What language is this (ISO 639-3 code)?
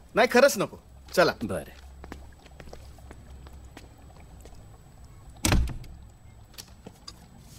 mar